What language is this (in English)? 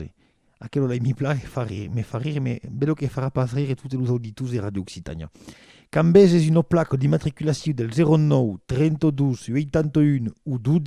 Occitan